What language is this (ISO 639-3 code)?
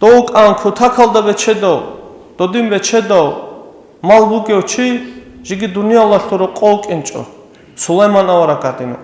ava